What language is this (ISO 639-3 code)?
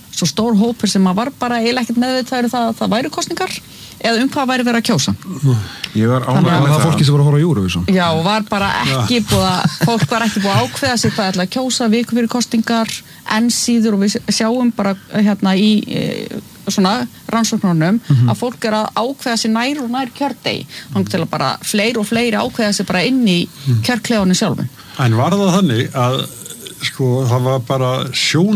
isl